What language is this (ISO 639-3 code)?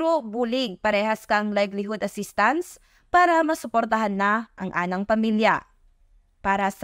krj